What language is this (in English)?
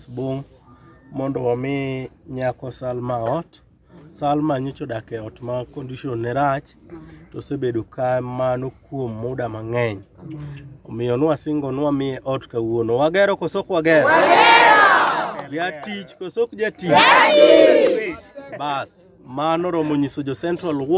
Luo (Kenya and Tanzania)